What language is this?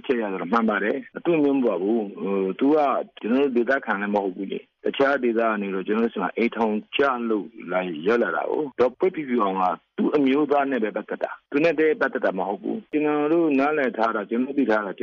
Burmese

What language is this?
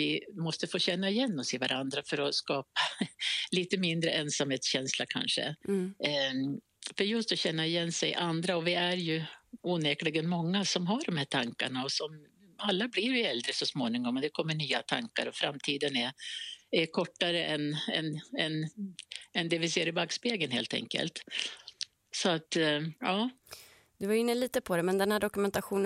Swedish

